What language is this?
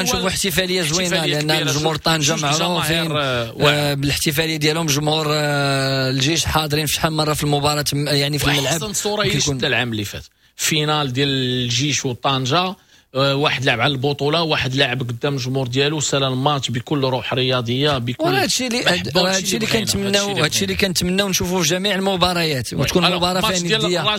Moroccan Arabic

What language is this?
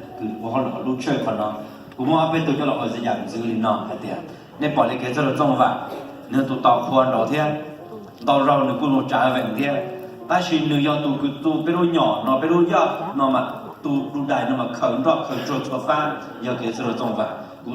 Hmong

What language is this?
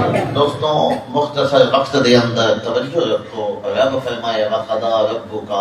Saraiki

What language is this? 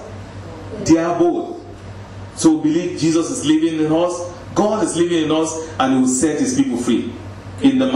English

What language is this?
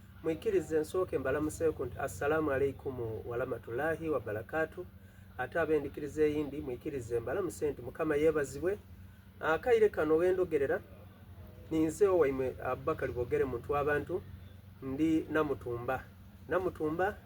Soga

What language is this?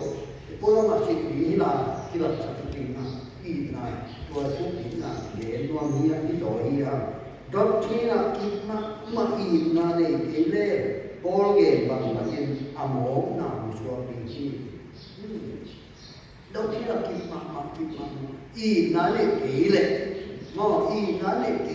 Tedim Chin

